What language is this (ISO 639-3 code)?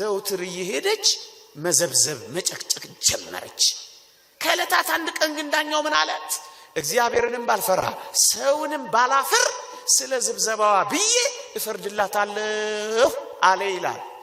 amh